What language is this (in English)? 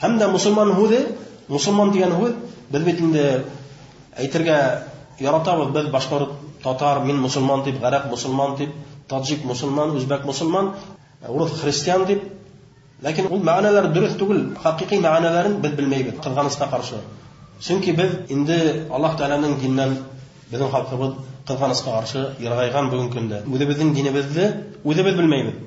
Bashkir